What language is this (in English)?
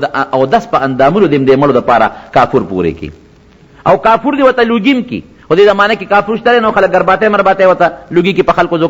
Pashto